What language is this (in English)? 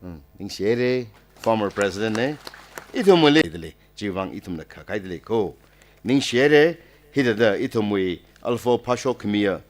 Tangkhul Naga (India)